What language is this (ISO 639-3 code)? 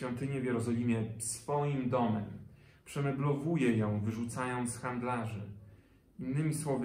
pol